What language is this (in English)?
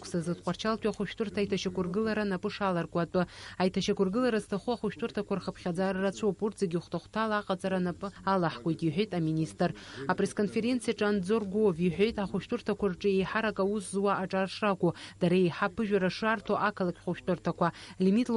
Abkhazian